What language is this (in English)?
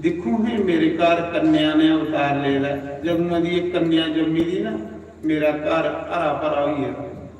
Dogri